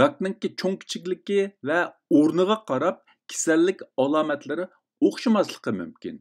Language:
Uyghur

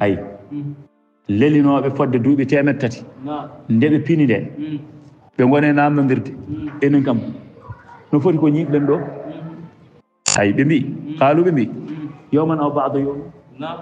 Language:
Fula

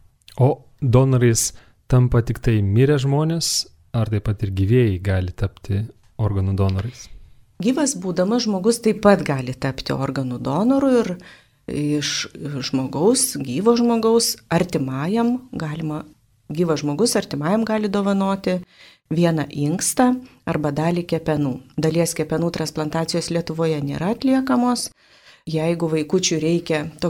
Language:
Lithuanian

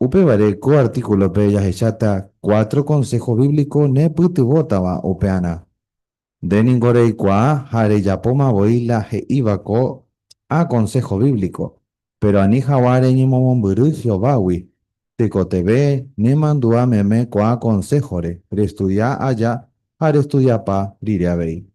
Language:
Guarani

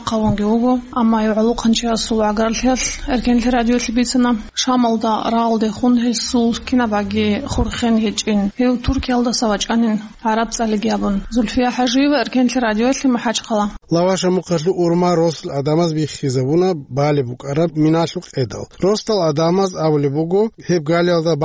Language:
Avaric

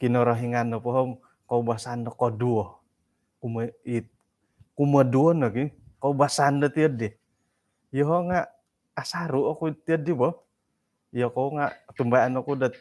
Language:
Central Dusun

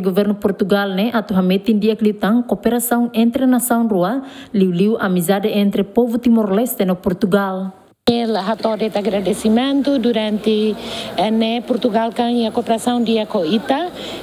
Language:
Tetum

